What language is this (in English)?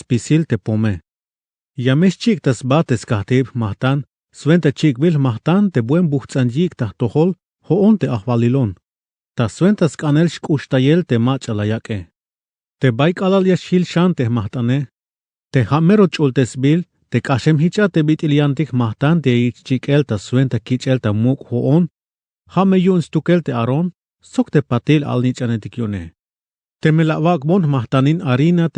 Tzeltal